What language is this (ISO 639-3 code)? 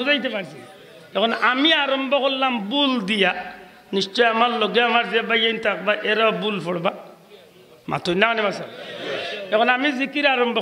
syl